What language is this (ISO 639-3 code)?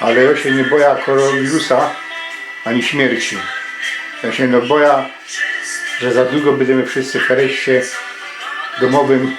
szl